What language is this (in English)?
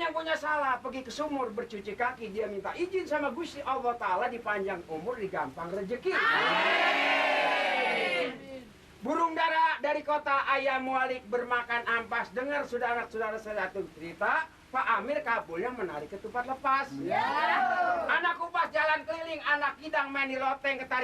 Betawi